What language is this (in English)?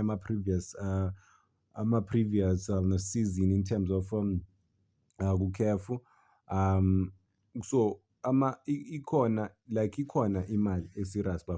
Zulu